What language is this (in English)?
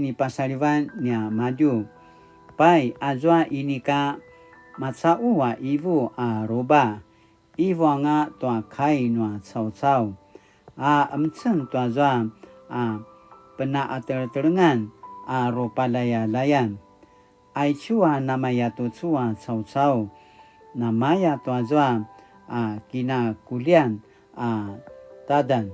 Paiwan